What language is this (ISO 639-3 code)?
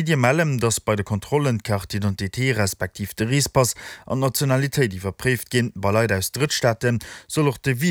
ltz